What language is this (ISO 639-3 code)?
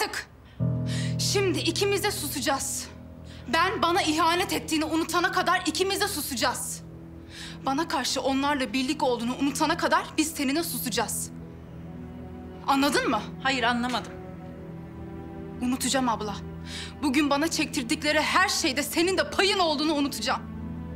tur